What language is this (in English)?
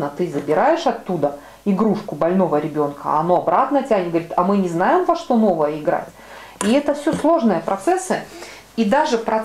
Russian